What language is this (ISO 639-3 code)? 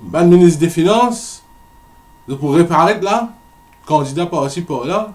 mfe